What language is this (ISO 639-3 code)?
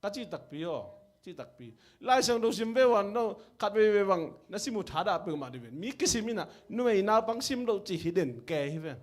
ctd